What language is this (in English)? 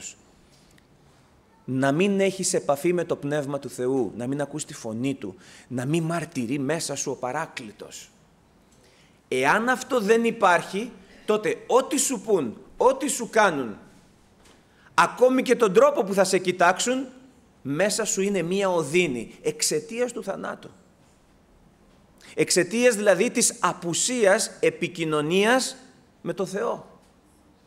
Greek